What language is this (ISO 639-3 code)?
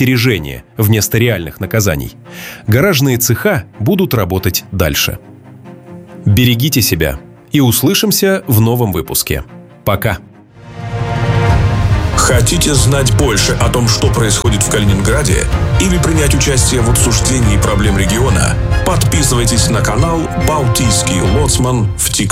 rus